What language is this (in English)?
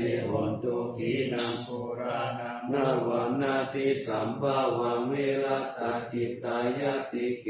Pali